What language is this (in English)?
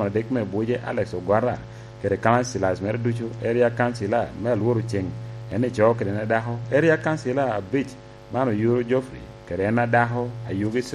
Lango (Uganda)